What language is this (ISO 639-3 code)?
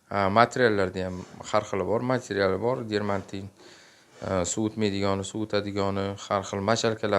uzb